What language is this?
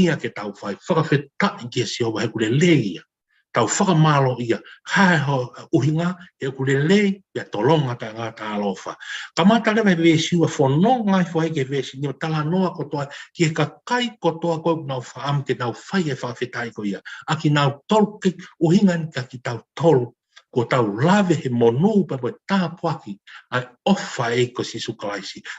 Tongan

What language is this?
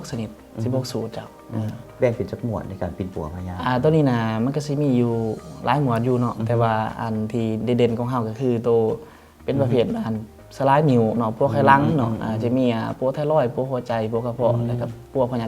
Lao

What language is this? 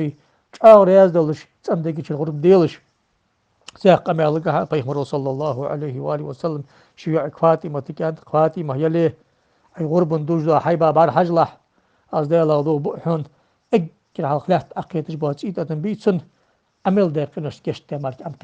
Ingush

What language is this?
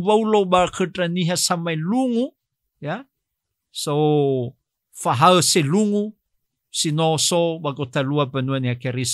Nias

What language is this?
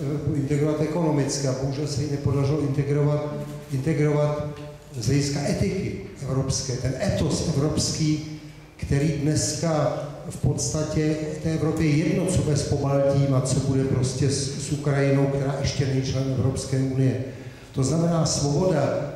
Czech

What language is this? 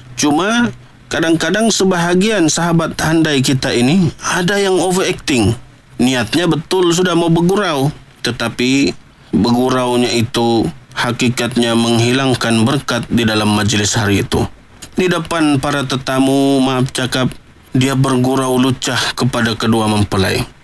Malay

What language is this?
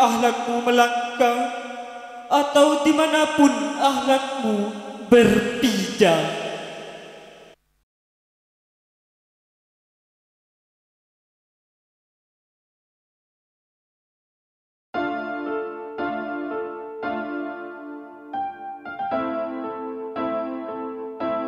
Indonesian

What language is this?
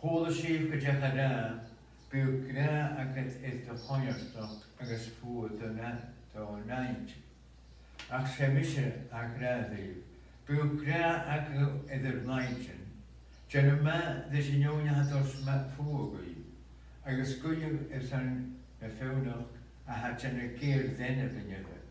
Scottish Gaelic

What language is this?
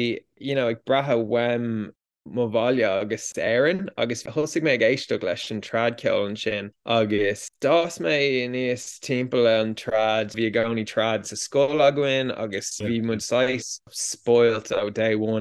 Irish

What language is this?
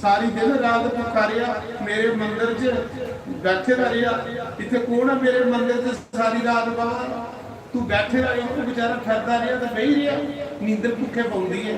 Dogri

